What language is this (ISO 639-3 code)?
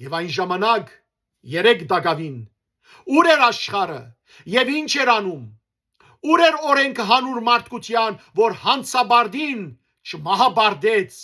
hyw